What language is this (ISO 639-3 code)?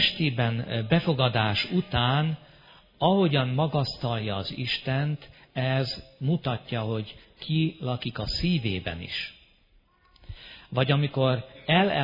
hun